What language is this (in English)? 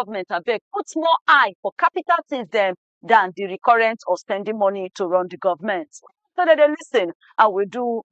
Nigerian Pidgin